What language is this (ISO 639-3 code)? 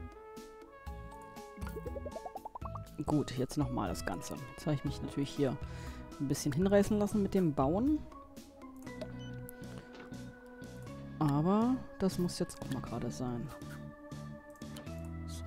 deu